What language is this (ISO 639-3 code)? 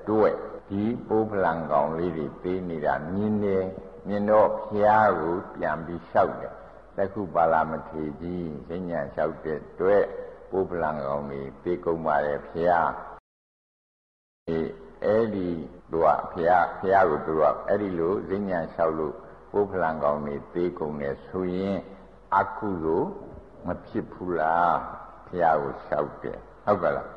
mya